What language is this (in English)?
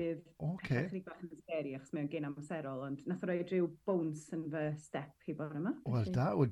Welsh